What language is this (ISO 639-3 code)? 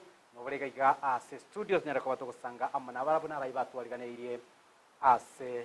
guz